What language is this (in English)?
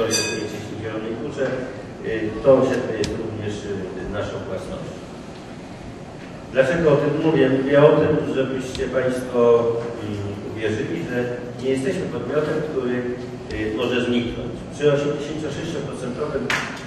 Polish